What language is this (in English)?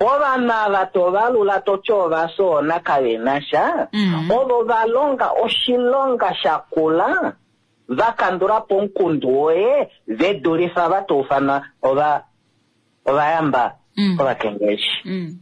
Kuanyama